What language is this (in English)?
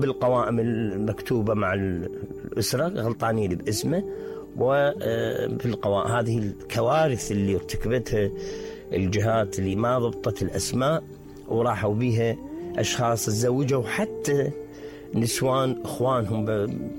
Mesopotamian Arabic